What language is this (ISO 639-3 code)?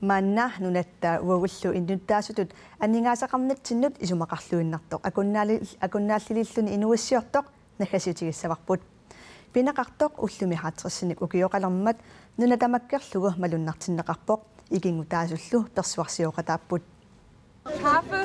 kal